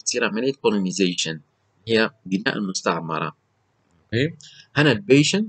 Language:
Libyan Arabic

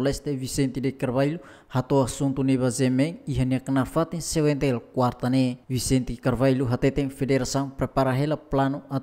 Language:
Tetum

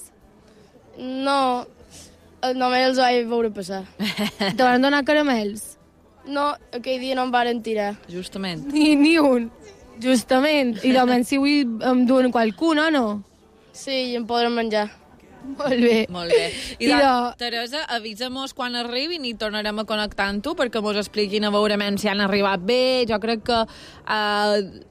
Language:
Catalan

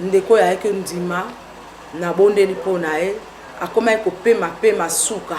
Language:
Lingala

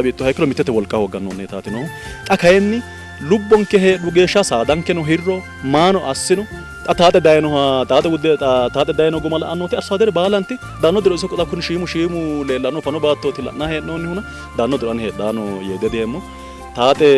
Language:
Sidamo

